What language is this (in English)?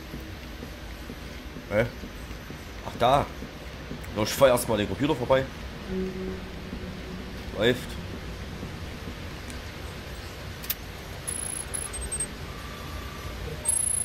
German